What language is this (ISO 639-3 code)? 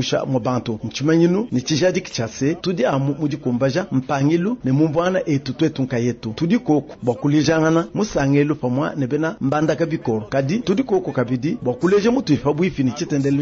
lua